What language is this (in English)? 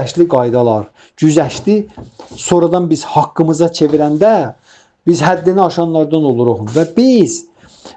Azerbaijani